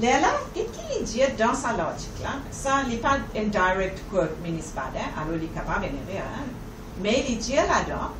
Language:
Morisyen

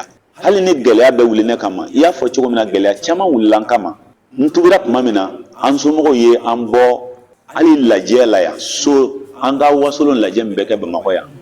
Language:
Bambara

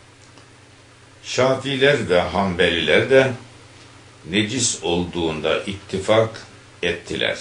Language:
Turkish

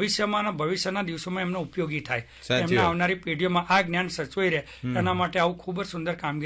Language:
Gujarati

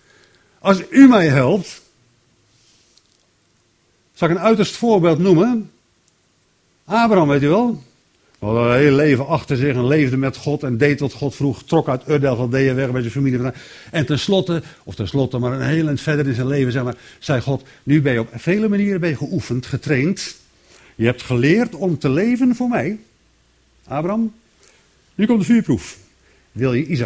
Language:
Dutch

